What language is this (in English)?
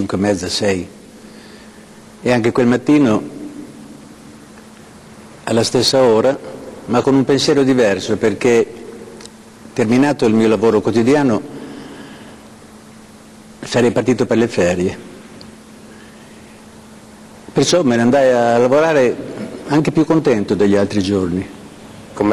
Italian